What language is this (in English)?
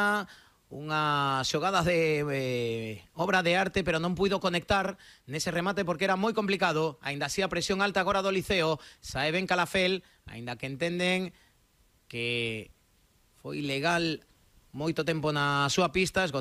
Galician